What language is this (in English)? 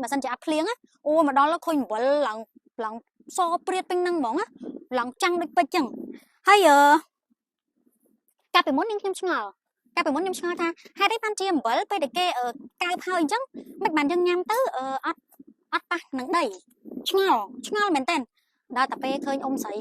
Khmer